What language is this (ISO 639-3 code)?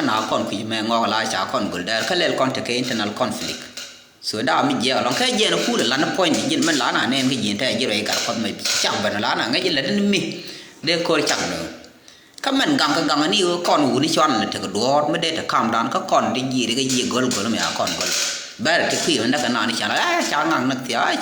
nus